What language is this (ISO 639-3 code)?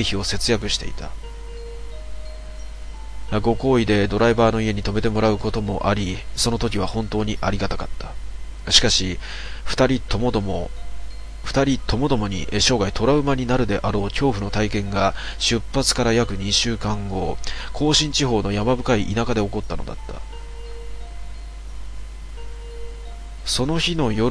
jpn